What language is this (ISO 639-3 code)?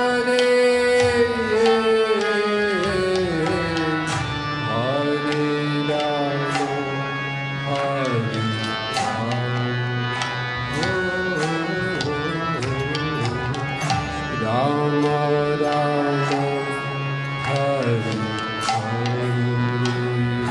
hin